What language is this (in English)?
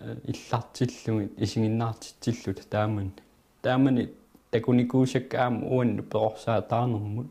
Kalaallisut